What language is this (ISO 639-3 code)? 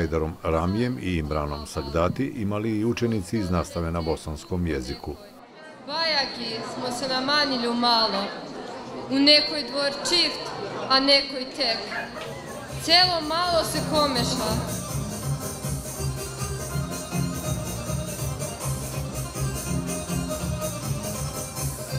bos